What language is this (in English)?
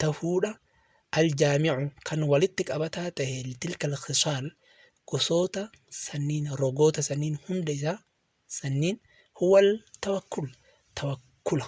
Oromo